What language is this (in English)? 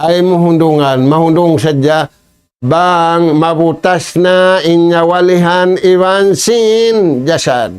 Tausug